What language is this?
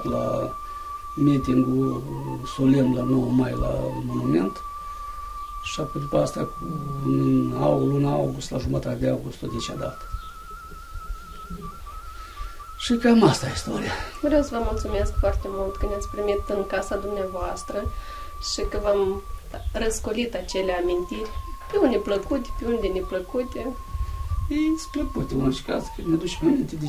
Romanian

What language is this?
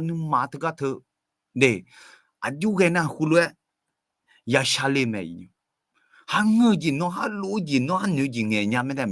Akha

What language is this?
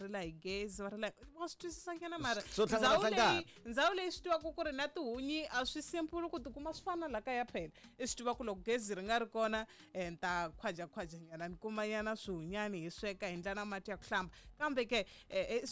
Tsonga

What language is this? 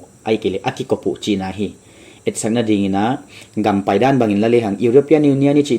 Paite Chin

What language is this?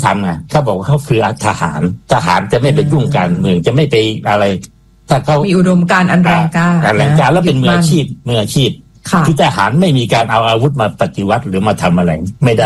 Thai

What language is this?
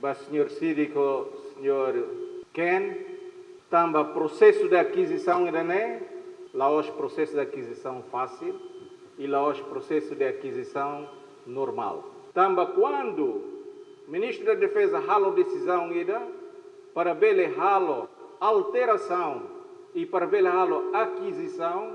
Tetum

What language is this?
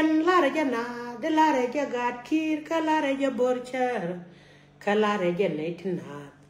Nuer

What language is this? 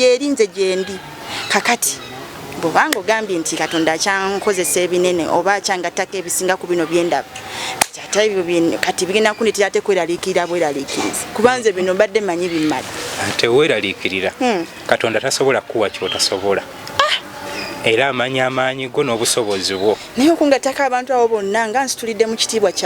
Ganda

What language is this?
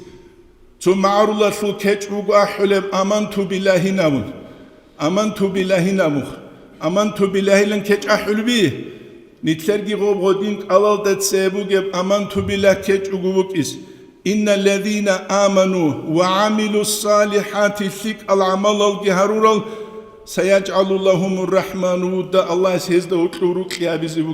Avaric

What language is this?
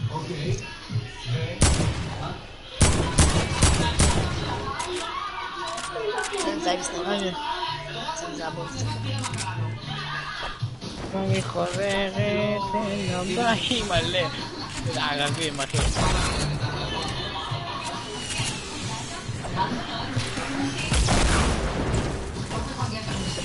Hebrew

